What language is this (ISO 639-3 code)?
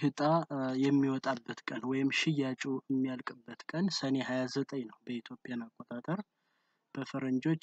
amh